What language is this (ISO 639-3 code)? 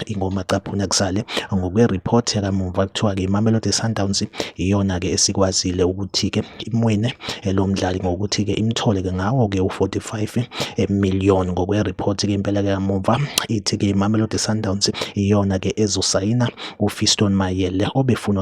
zul